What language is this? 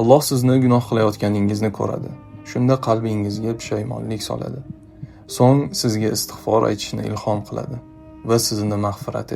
Uzbek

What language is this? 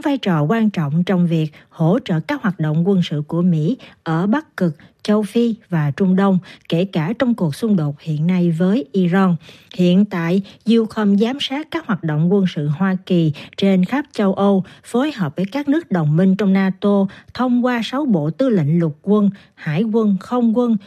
Vietnamese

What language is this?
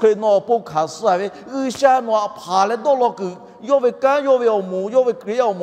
Lahu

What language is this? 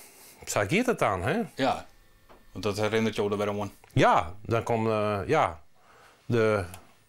Western Frisian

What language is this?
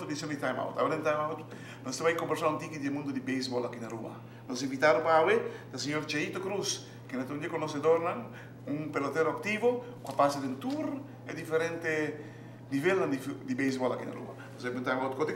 Papiamento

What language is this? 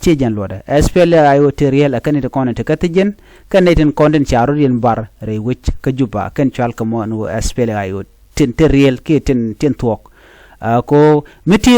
Nuer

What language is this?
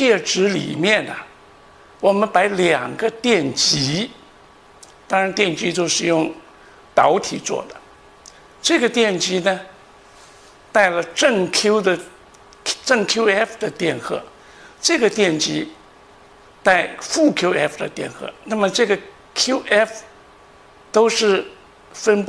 Chinese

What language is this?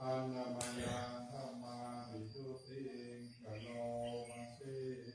Pali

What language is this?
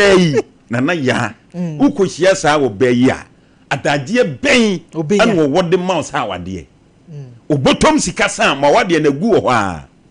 Akan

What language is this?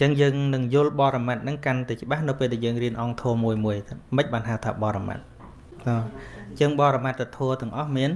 Khmer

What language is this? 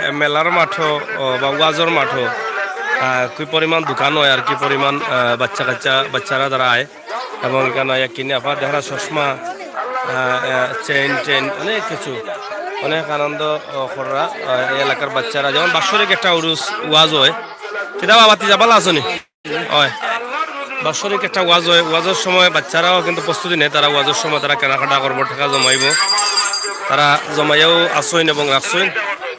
Sylheti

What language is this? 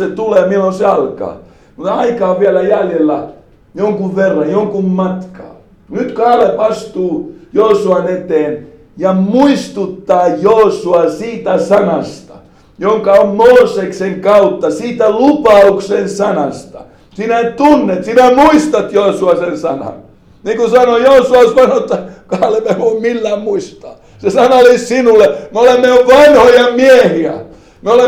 Finnish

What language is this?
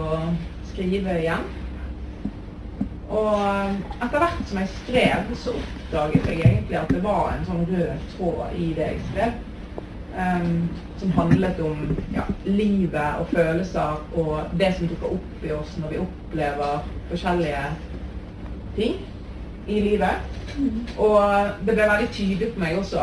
Norwegian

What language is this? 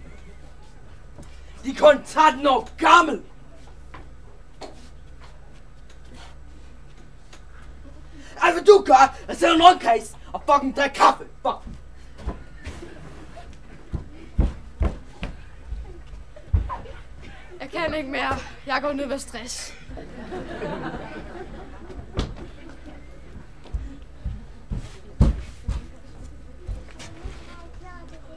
Danish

